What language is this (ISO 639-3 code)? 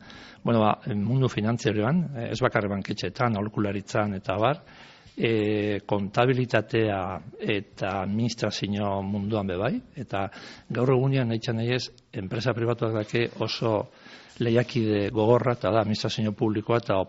eus